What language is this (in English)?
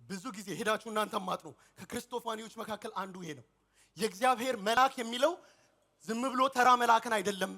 Amharic